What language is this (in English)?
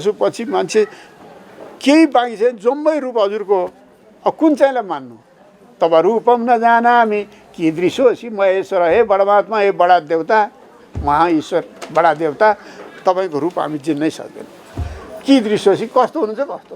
Nepali